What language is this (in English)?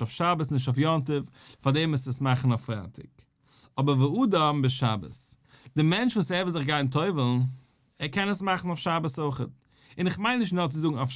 Yiddish